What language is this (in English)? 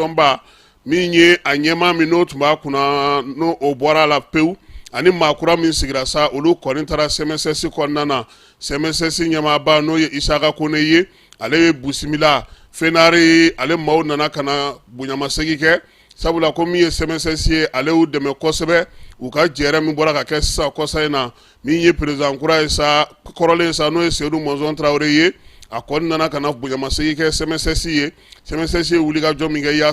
Bambara